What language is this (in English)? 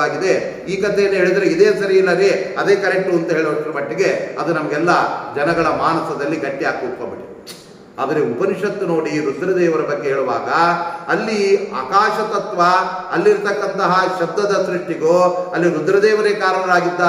Kannada